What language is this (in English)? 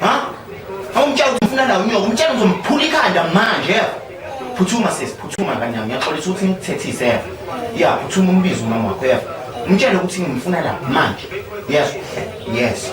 Zulu